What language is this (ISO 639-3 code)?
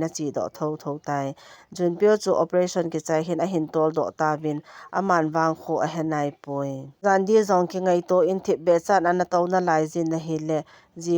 tcz